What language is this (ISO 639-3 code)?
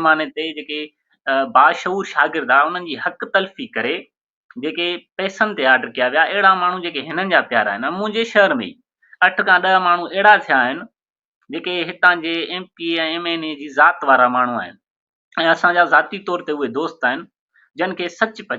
snd